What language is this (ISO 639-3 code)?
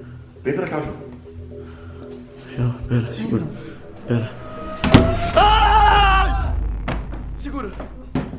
por